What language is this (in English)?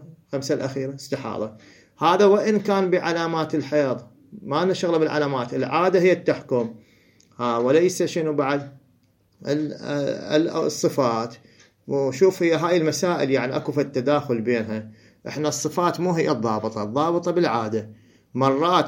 Mesopotamian Arabic